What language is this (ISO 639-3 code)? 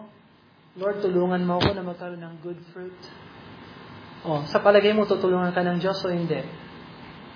fil